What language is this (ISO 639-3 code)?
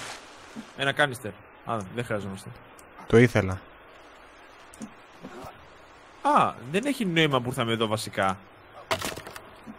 ell